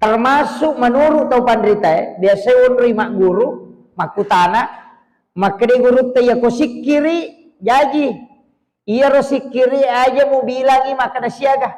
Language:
Buginese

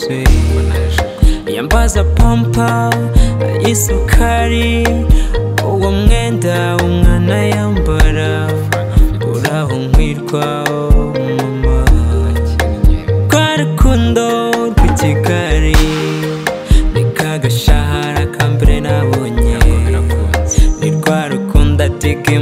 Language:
Kinyarwanda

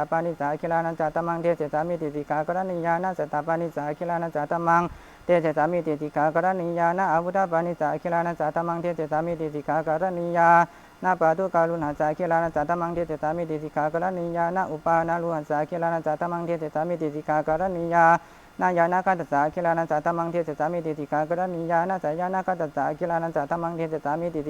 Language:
Pali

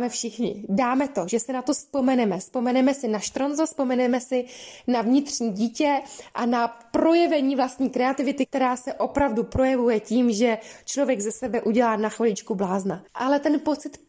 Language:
Czech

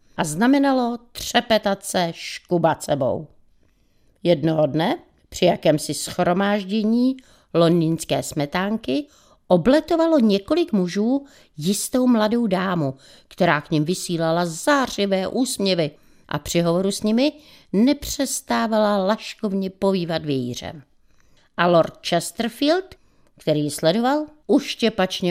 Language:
Czech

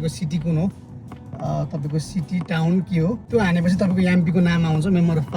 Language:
Nepali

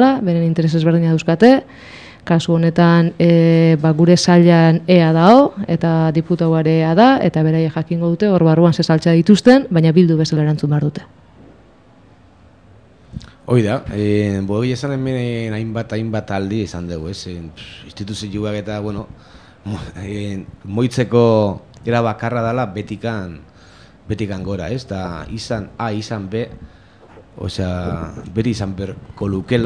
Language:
Basque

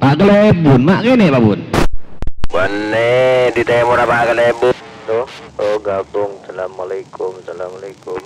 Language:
Madurese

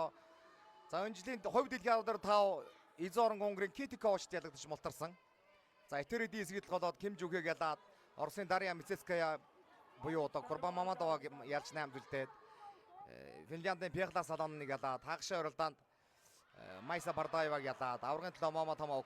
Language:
Mongolian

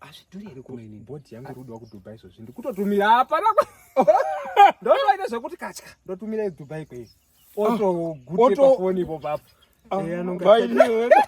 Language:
Shona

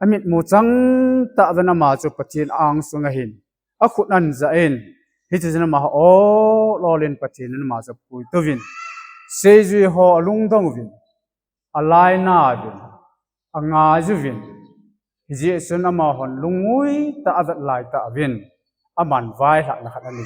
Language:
Thado Chin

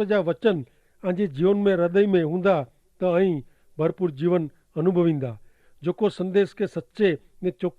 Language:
Kachhi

